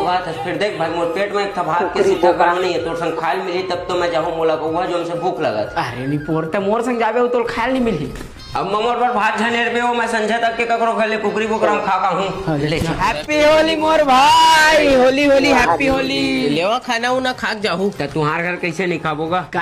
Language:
Chhattisgarhi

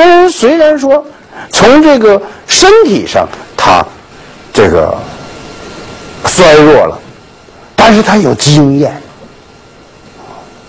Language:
Chinese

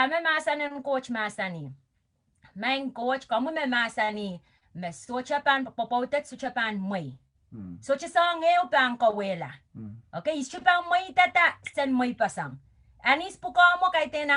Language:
Pohnpeian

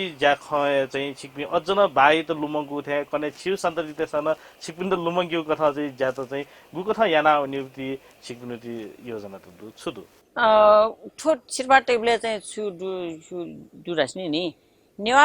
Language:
Newari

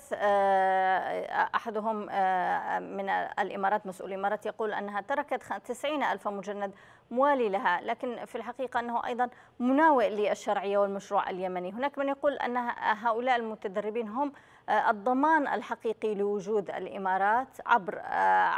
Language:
Arabic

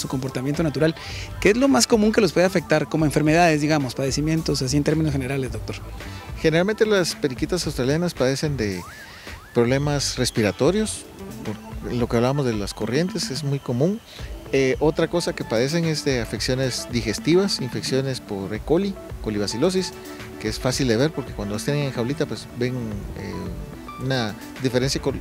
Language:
Spanish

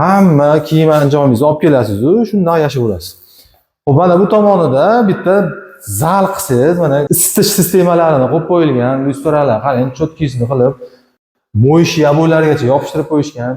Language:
Uzbek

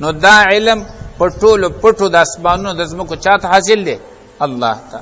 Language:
Pashto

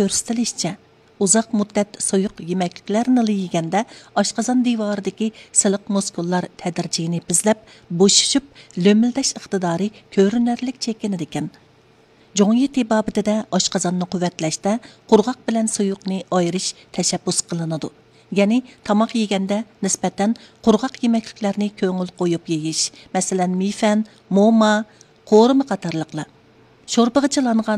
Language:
Uyghur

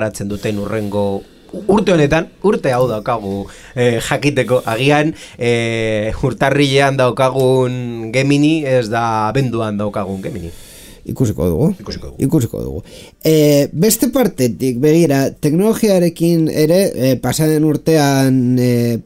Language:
Basque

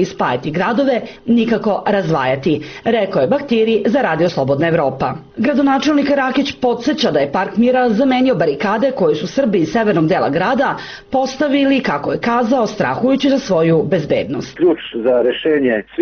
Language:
Serbian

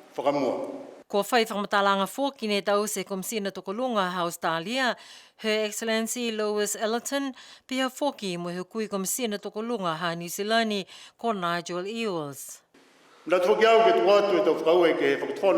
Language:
Niuean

